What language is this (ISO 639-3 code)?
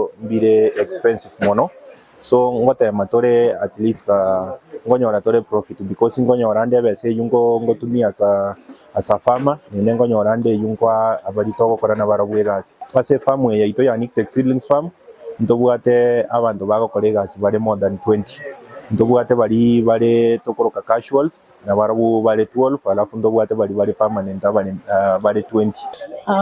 guz